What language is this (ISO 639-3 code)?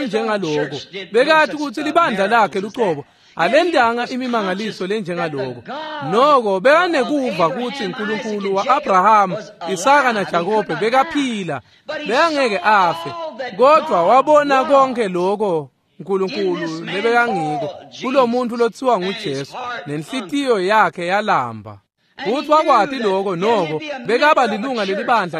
ssw